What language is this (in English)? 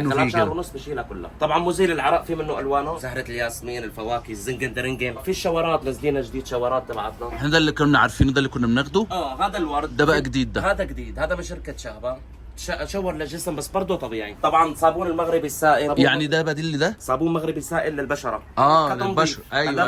Egyptian Arabic